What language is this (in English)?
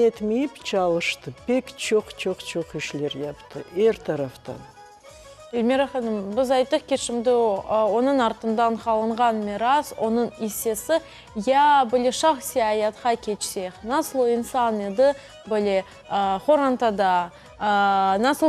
Crimean Tatar